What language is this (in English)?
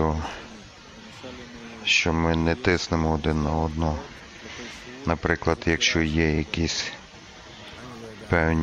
Ukrainian